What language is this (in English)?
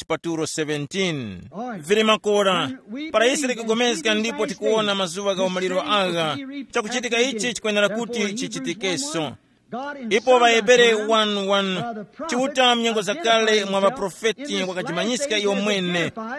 Tumbuka